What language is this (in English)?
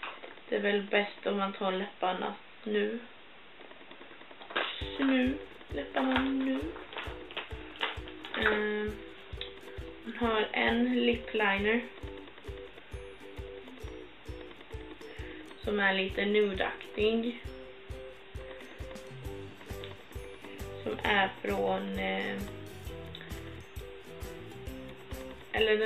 Swedish